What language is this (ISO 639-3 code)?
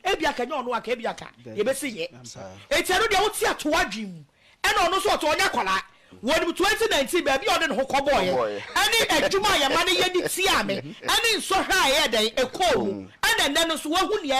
aka